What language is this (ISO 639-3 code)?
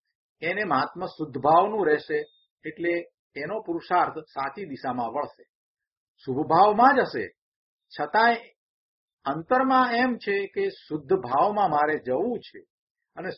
guj